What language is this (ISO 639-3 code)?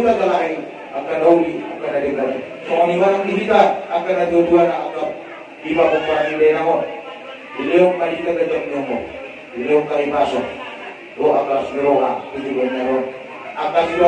bbc